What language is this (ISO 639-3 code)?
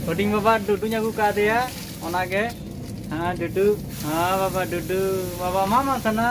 sat